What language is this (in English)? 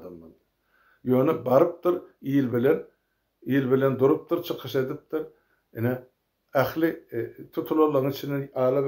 Turkmen